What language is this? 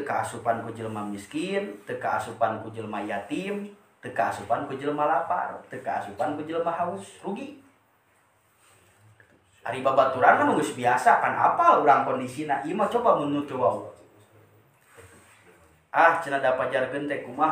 Sundanese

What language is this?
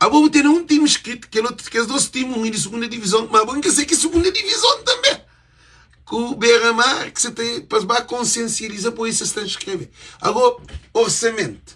Kabuverdianu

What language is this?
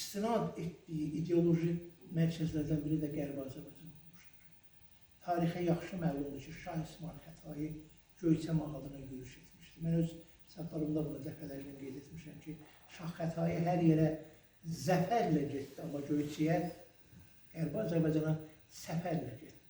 Azerbaijani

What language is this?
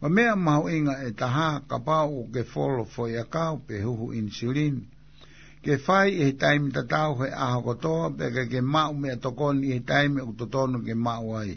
Tongan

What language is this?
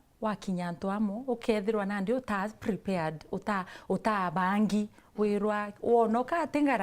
Meru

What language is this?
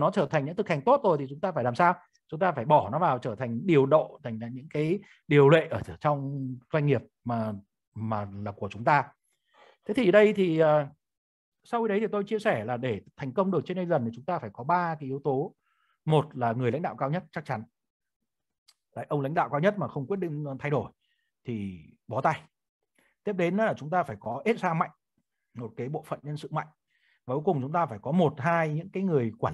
Vietnamese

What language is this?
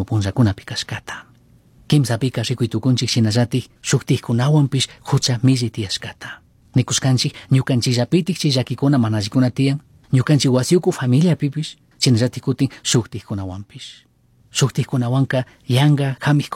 Chimborazo Highland Quichua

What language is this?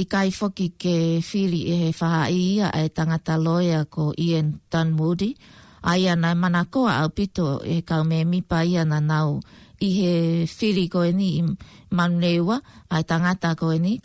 Tongan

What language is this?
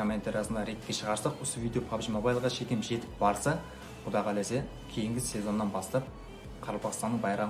Kara-Kalpak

